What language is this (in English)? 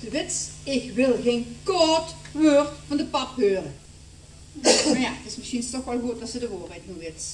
Limburgish